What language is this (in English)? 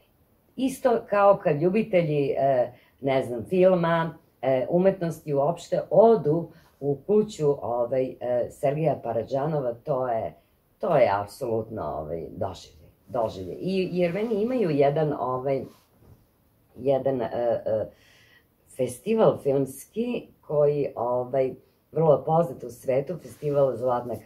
Serbian